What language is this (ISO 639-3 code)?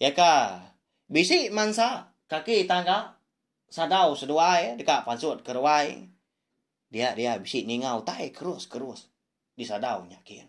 iba